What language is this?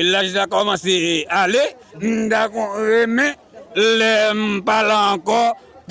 Haitian Creole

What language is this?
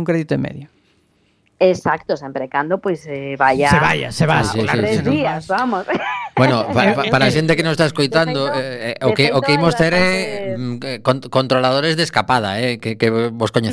Galician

